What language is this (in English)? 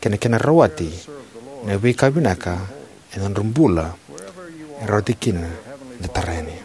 Fijian